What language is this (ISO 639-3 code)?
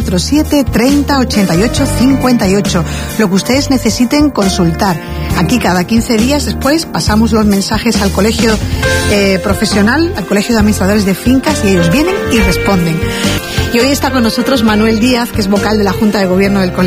spa